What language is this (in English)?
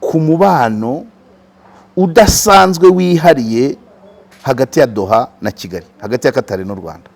Kinyarwanda